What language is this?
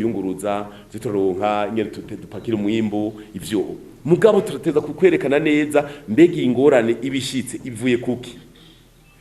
Rundi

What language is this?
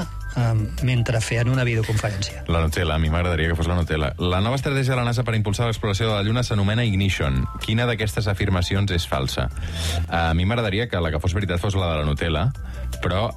Catalan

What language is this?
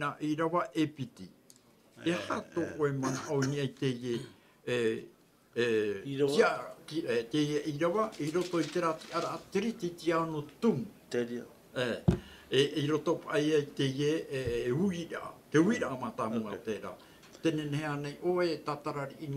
Tahitian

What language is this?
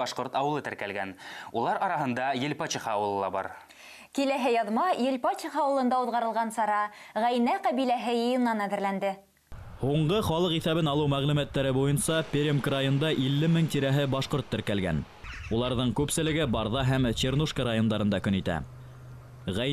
Bashkir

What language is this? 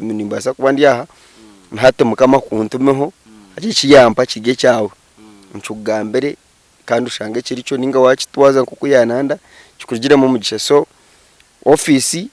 Nyankole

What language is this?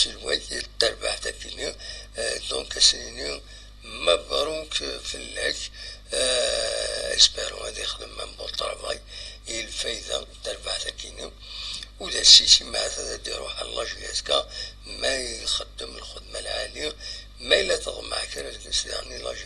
Kabyle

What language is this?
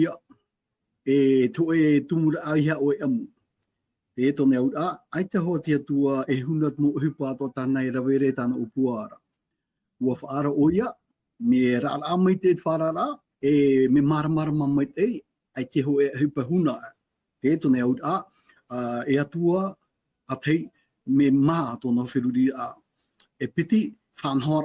Tahitian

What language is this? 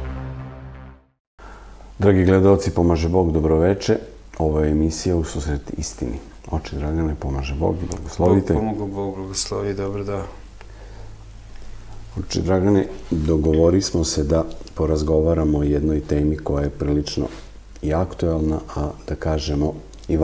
Serbian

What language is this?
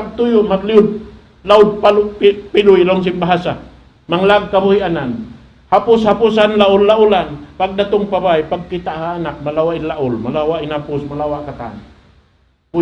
Tausug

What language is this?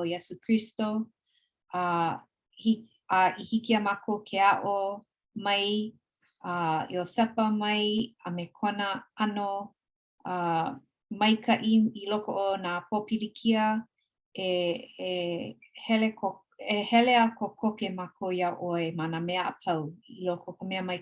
Hawaiian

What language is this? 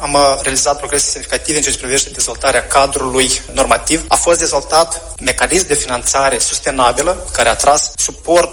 Romanian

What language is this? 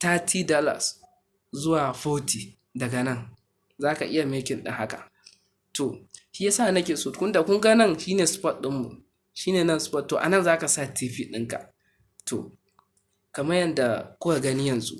Hausa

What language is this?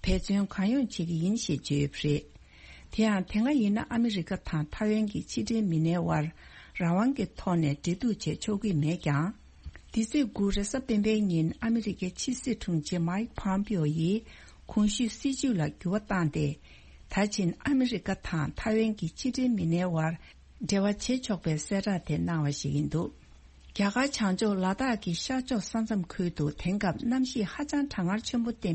Tibetan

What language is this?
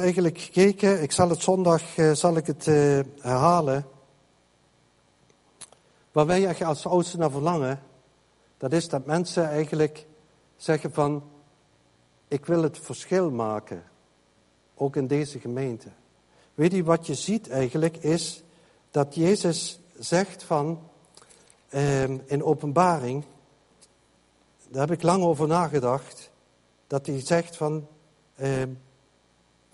Dutch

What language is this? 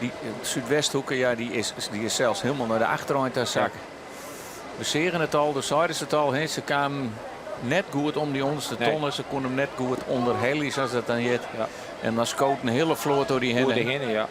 Western Frisian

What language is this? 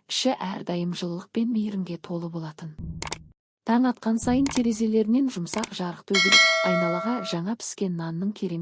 Kazakh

